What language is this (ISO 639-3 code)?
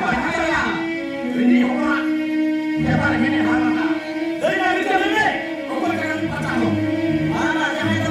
sat